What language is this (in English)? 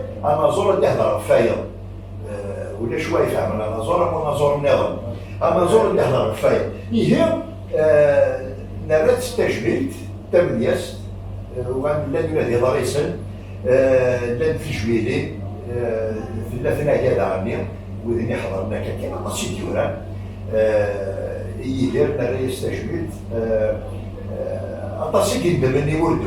Kabyle